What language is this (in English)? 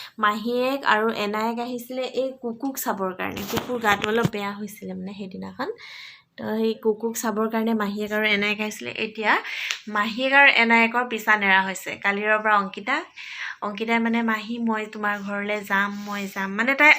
Assamese